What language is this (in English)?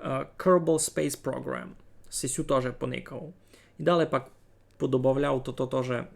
Rusyn